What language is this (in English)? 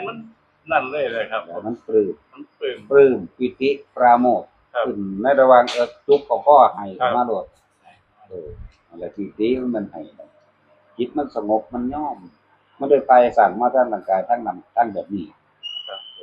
Northeastern Thai